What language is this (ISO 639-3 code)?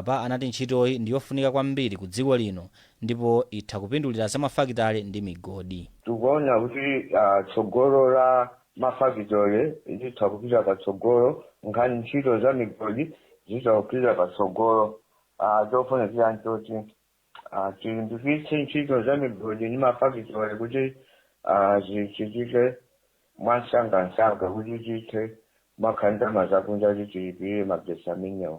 nya